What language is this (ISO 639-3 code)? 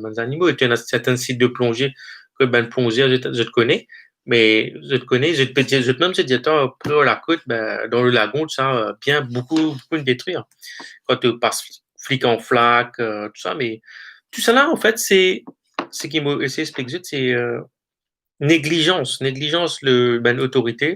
mfe